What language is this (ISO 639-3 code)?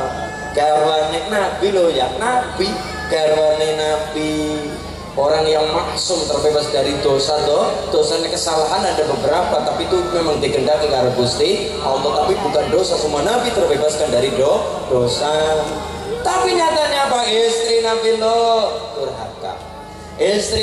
ind